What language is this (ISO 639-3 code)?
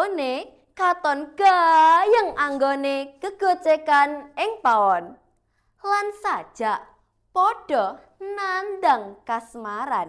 jav